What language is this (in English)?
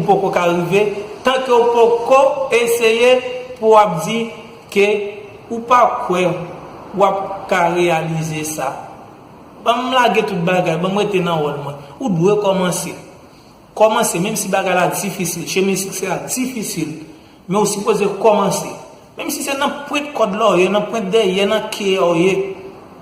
Haitian Creole